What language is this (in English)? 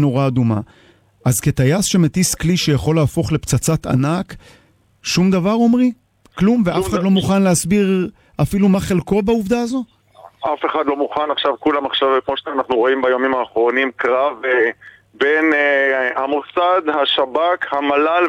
Hebrew